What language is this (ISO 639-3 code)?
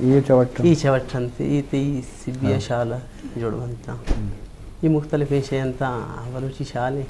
bgp